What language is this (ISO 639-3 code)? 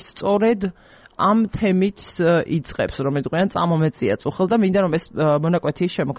kat